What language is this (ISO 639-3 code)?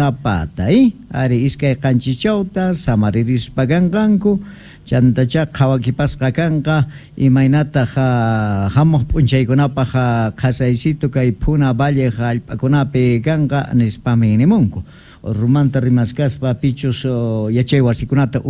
que